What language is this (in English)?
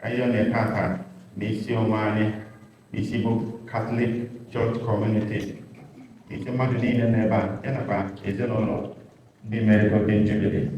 Igbo